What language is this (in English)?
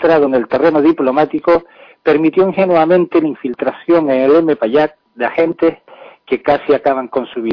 Spanish